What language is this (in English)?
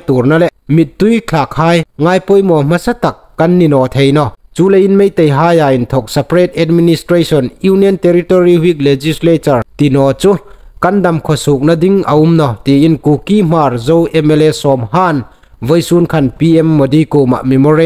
Hmar